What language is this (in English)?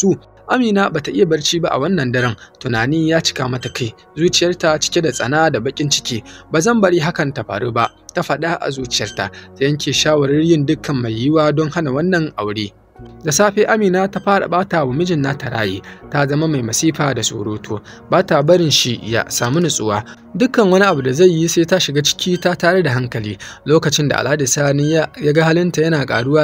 Hausa